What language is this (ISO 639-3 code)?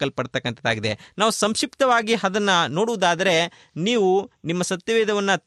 kan